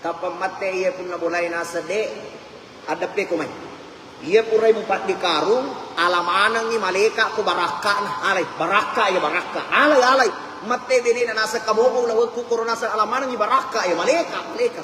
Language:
Buginese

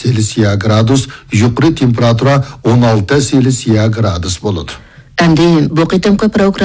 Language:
Uyghur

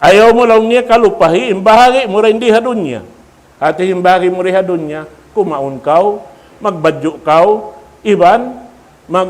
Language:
Tausug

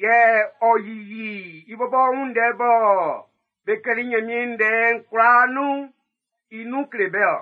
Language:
Baoulé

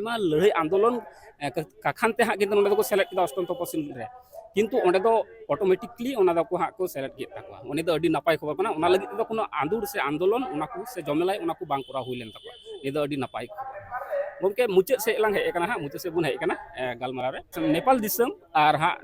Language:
Santali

